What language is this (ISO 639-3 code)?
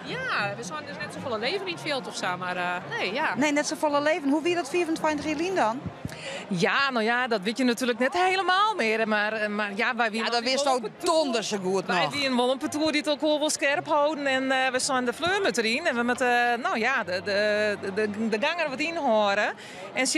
fry